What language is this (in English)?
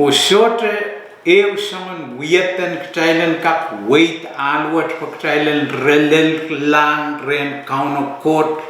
Pohnpeian